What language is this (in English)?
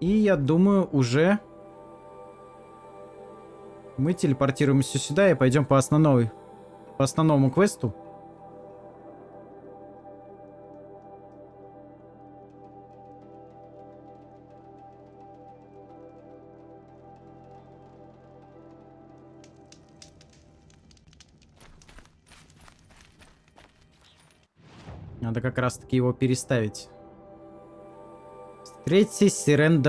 Russian